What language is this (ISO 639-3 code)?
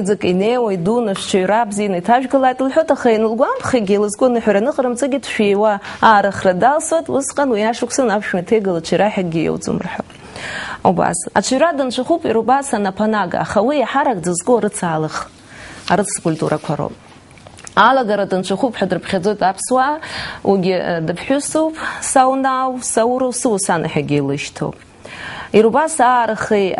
abk